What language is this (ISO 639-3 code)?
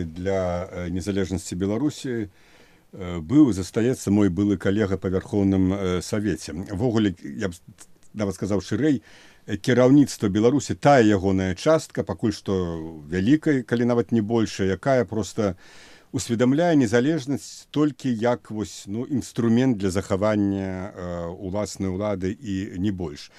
bel